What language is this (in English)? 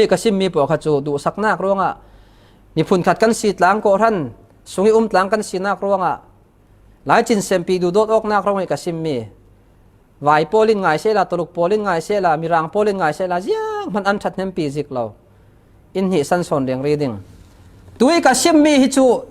Falam Chin